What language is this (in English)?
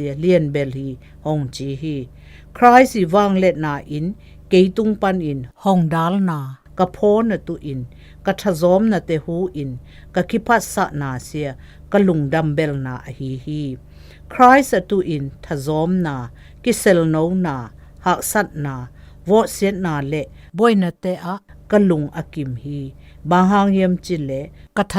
Zou